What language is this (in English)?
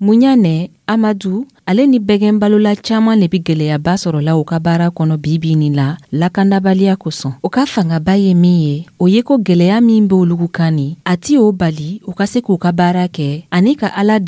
Dyula